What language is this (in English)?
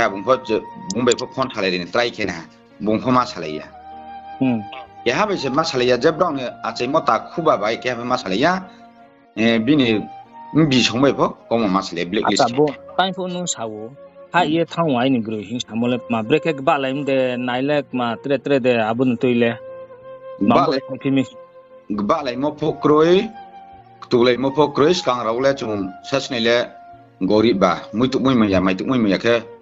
Riang (India)